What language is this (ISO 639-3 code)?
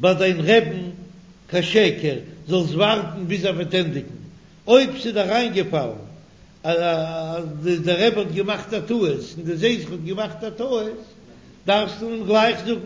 yid